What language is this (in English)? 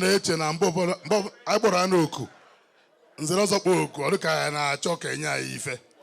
Igbo